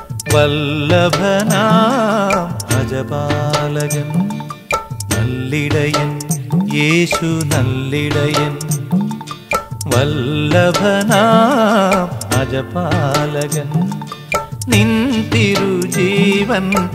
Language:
Malayalam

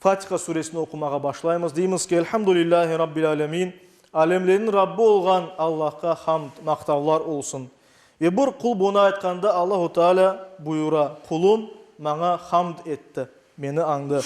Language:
Crimean Tatar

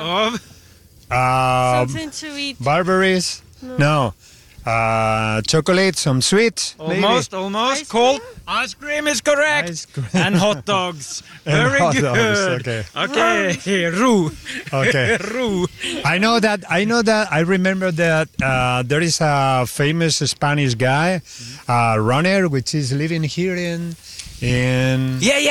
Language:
Norwegian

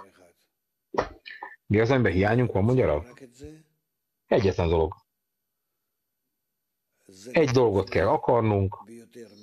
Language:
Hungarian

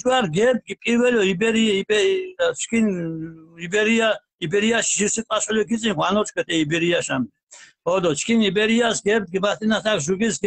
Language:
Mingrelian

